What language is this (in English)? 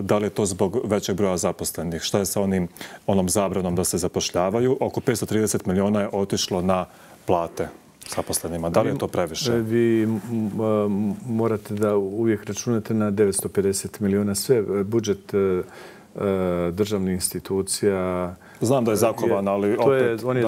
Bosnian